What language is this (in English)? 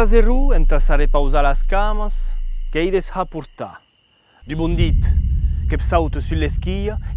Occitan